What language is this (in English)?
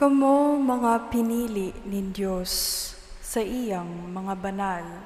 Bikol